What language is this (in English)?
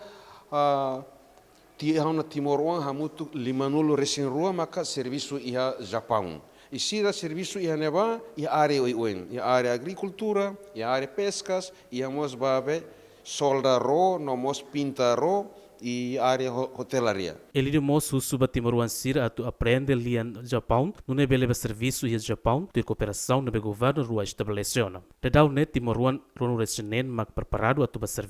Tetum